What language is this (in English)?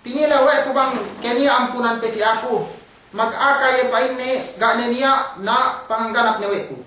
Yakan